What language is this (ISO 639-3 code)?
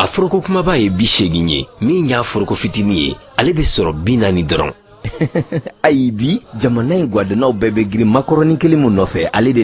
bam